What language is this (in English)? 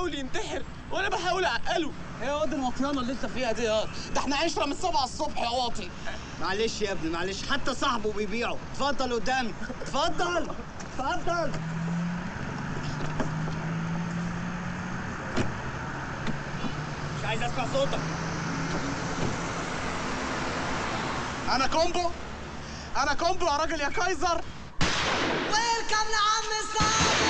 Egyptian Arabic